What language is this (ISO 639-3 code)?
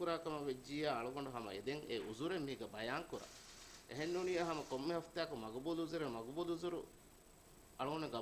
div